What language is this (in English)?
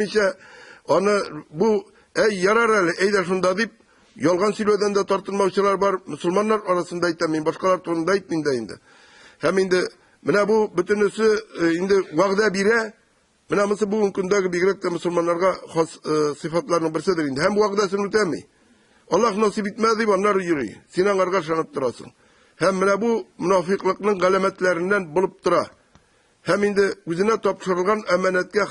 Tatar